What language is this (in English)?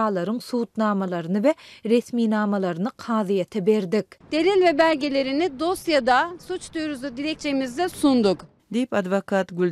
Turkmen